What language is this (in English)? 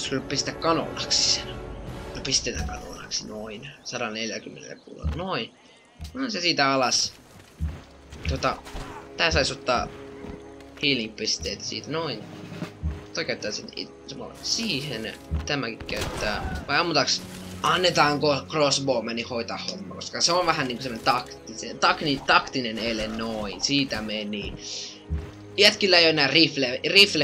Finnish